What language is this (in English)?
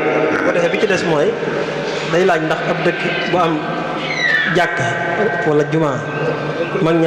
Wolof